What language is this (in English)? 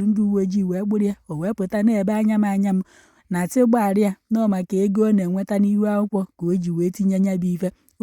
Igbo